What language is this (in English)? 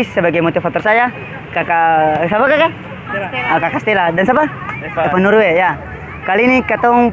Ambonese Malay